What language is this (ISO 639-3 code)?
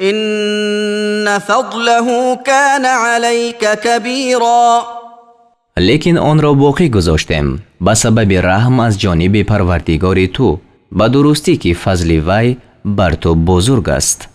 tgk